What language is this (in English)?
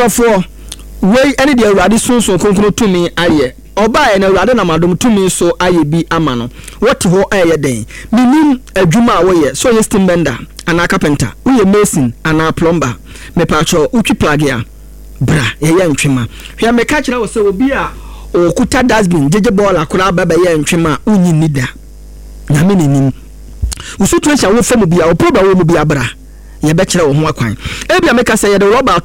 Akan